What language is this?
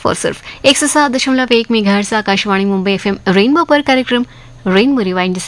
Hindi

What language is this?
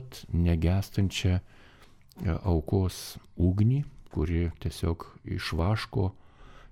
Lithuanian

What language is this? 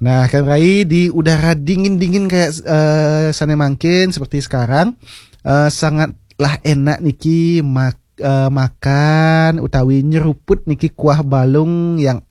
Balinese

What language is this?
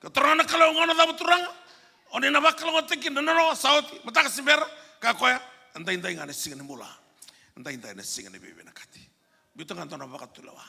Fijian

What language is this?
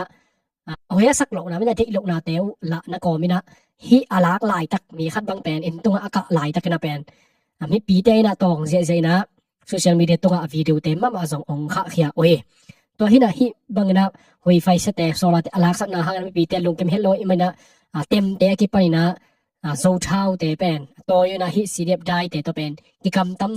Tedim Chin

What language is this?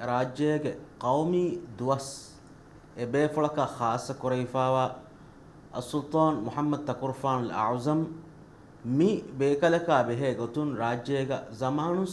Divehi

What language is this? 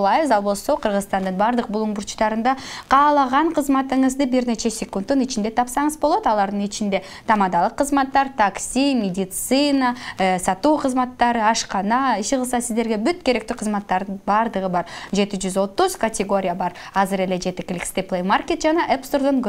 Kyrgyz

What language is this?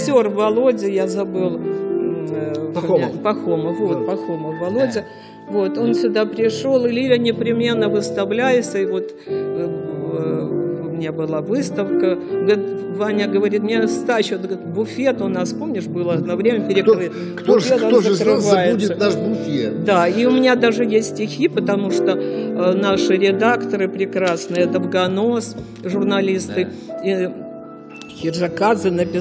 Russian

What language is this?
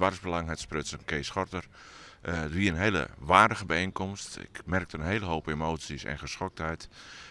Western Frisian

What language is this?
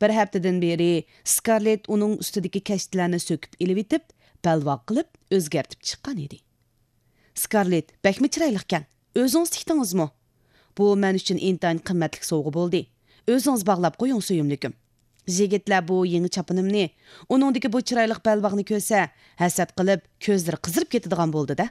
Uyghur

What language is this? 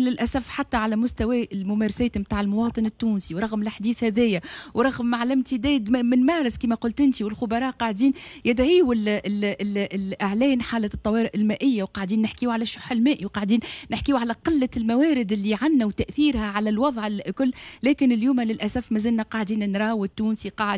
Tunisian Arabic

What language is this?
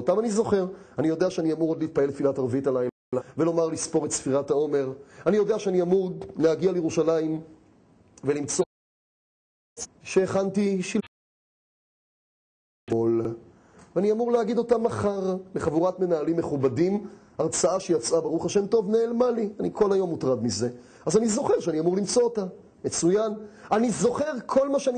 Hebrew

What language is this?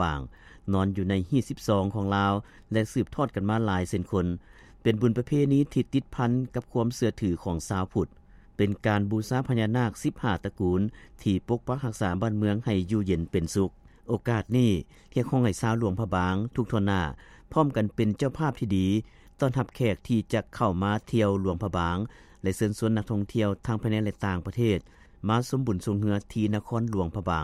Lao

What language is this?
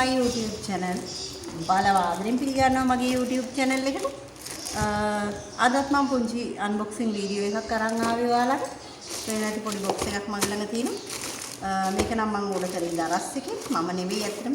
Sinhala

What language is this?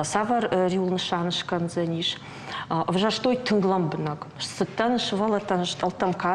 Ossetic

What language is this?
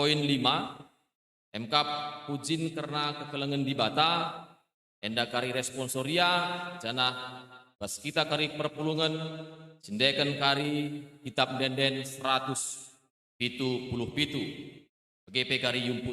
Batak Karo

